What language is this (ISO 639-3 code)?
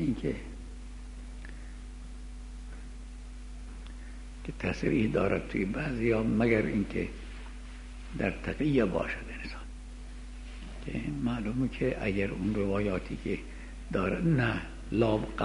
fas